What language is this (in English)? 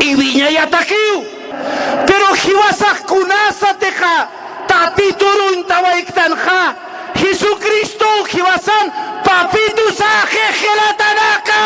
Aymara